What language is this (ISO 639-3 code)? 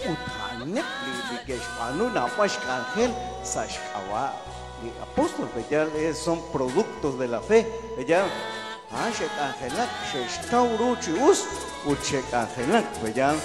kek